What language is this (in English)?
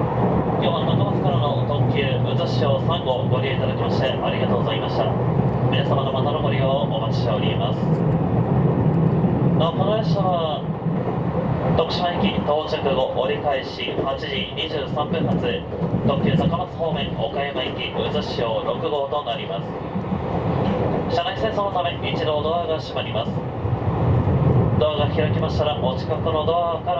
Japanese